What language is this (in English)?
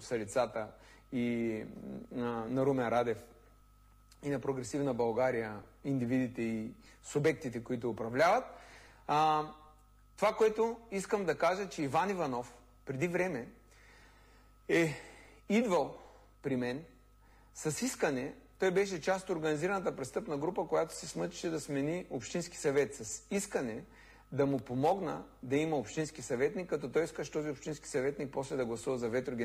Bulgarian